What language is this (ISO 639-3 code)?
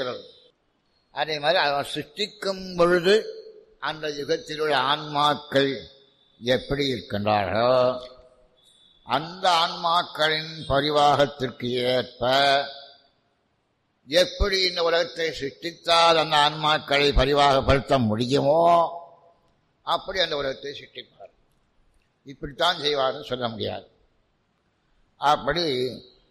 tam